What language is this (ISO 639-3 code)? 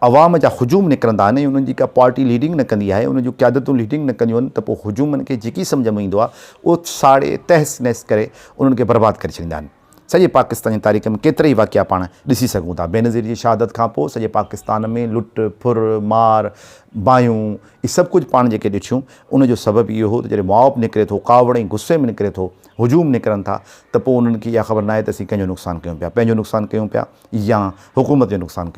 snd